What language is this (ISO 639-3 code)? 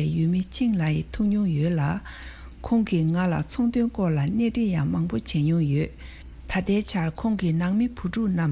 bod